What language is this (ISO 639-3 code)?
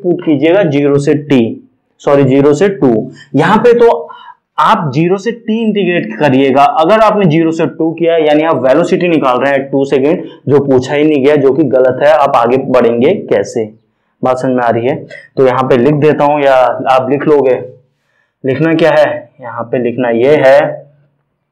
hin